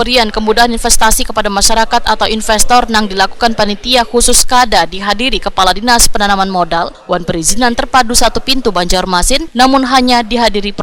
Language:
Banjar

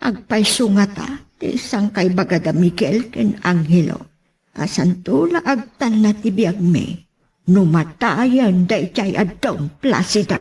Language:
Iloko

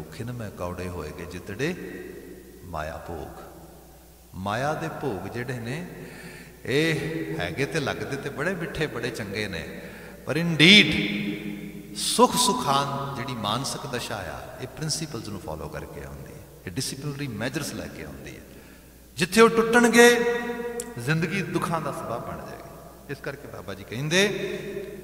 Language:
Punjabi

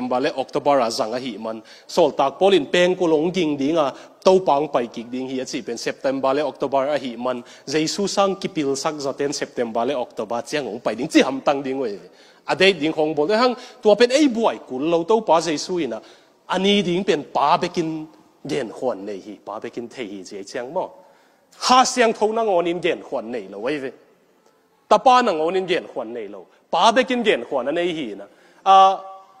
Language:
Tedim Chin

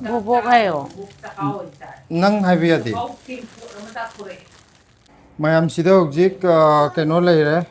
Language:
Manipuri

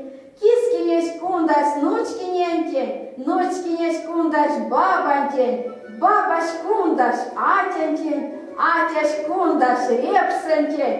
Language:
Erzya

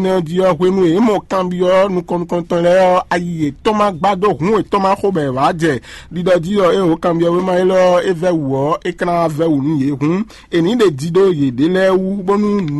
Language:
Fon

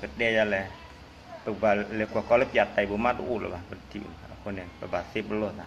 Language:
S'gaw Karen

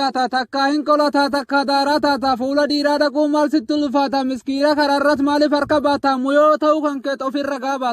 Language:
Oromo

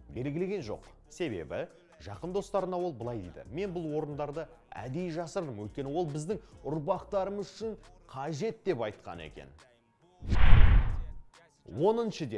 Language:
Kazakh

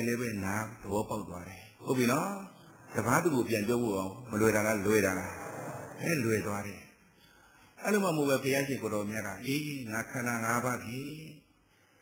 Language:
Burmese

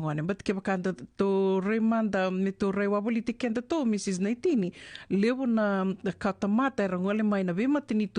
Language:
Fijian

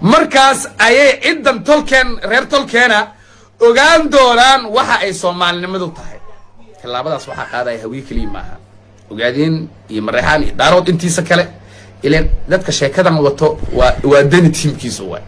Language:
Somali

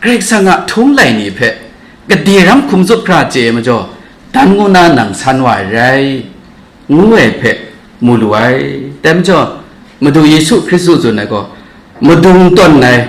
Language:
Kachin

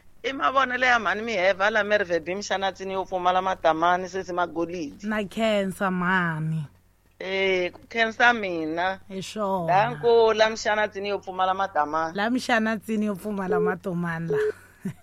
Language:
Tsonga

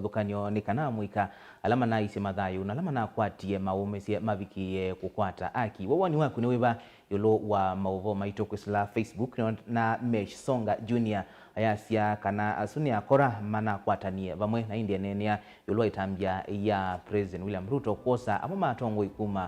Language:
Kamba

